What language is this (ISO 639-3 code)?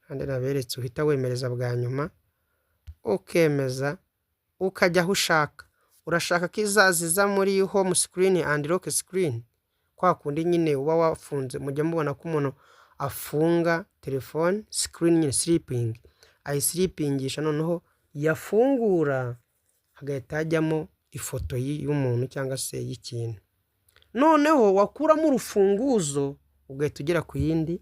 kin